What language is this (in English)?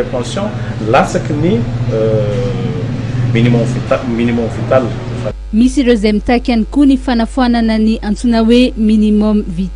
Malagasy